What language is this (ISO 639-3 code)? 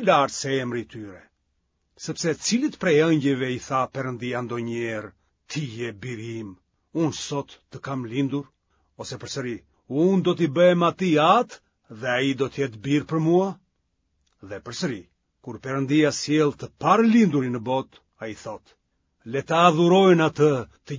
sqi